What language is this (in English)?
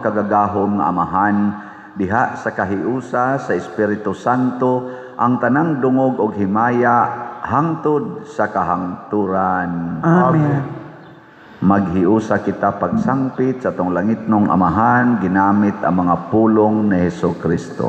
Cebuano